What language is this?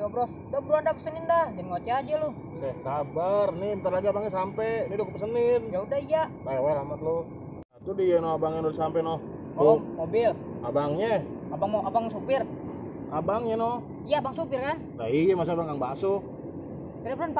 Betawi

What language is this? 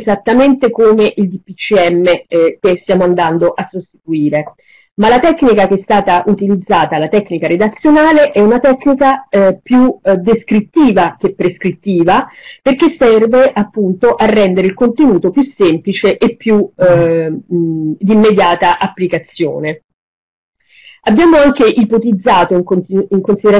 Italian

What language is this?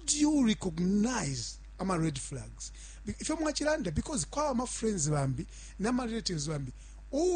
Bemba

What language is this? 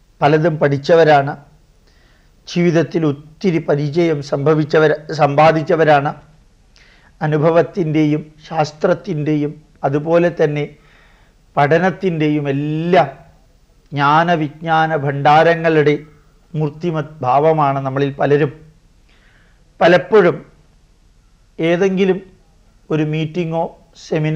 Malayalam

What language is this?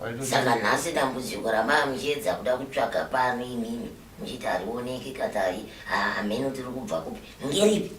Shona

